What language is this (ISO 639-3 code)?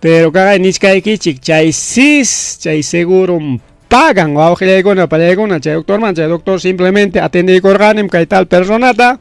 quy